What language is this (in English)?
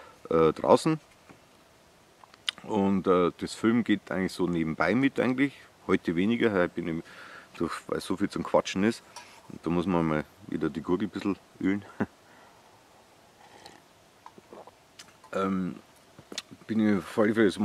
German